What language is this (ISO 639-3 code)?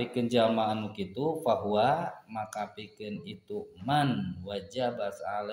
sun